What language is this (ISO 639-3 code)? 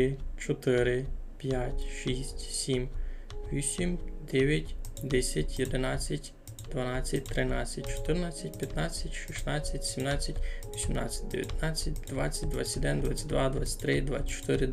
rue